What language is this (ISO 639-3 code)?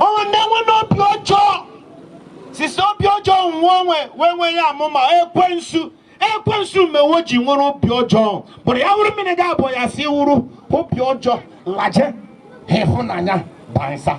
ibo